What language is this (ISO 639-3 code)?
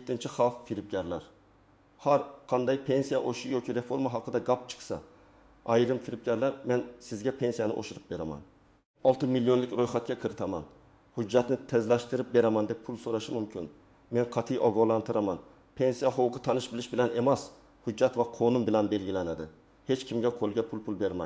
uzb